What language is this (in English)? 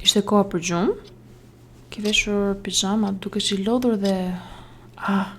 Albanian